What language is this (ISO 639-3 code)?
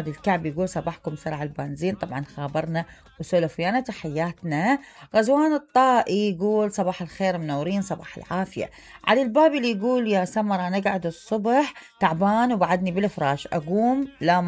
acm